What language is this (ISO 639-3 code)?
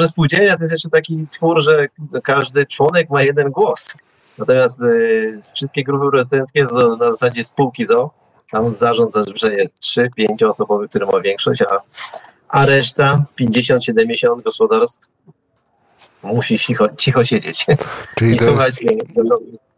pol